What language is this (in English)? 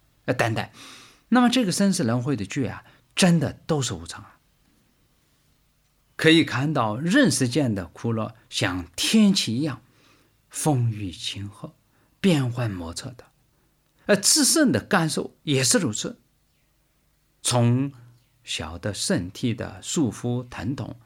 Chinese